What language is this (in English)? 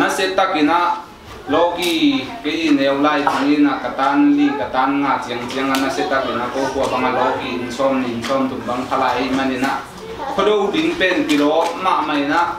Tedim Chin